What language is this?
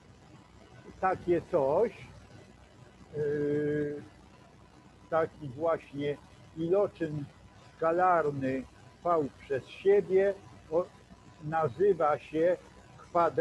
Polish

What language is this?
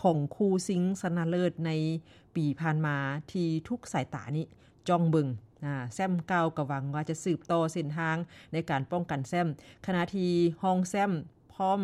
Lao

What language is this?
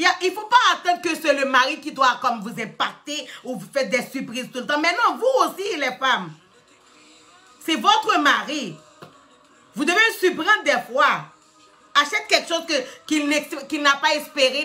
French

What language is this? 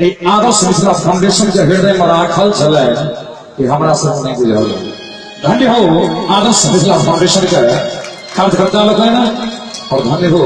Maithili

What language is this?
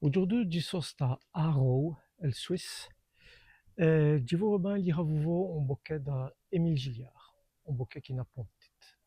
Walloon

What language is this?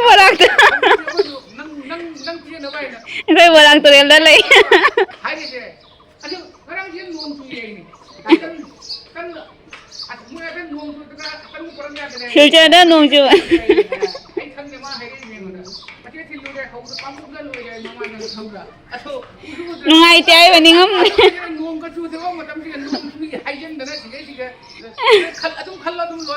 Manipuri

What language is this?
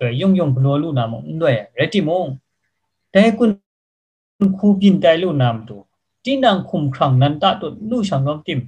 Kachin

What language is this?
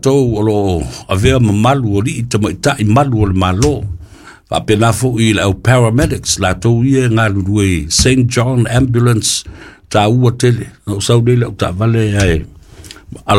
Samoan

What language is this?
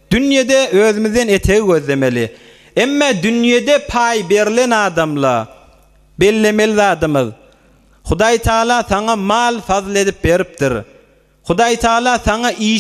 Turkmen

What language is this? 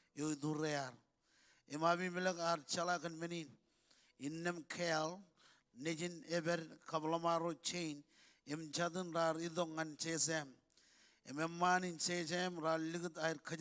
Marshallese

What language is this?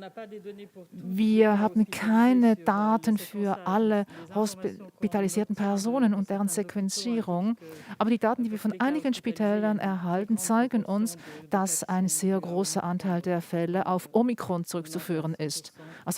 Swiss German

